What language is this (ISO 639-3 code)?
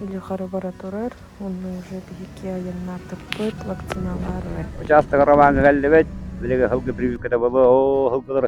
sah